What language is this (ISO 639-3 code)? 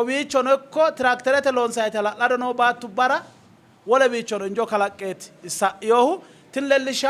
sid